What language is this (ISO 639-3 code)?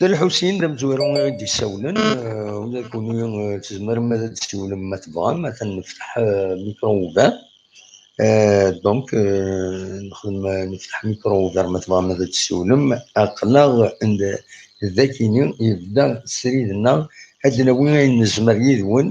kab